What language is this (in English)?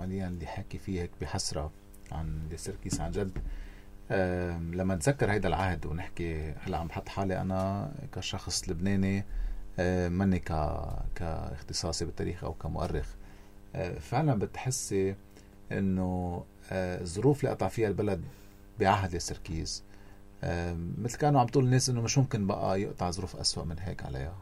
North Levantine Arabic